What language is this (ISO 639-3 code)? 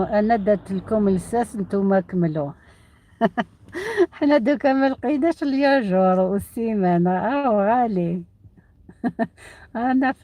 arq